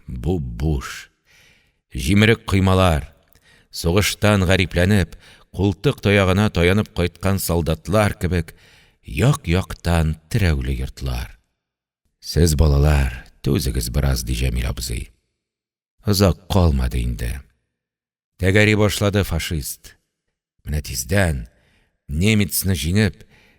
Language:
Tatar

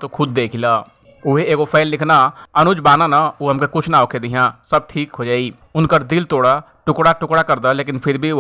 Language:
Bhojpuri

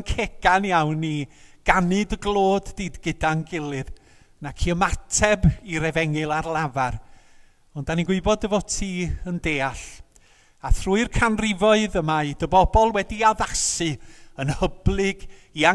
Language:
Welsh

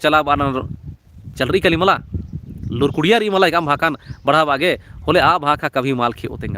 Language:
Kurukh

